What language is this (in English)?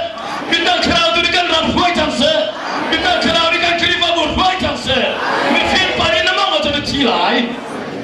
Hakha Chin